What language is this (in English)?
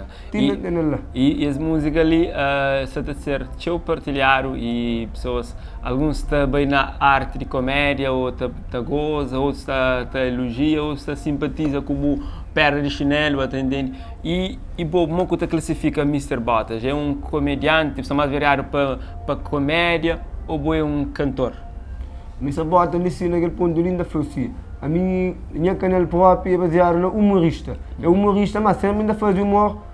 Kabuverdianu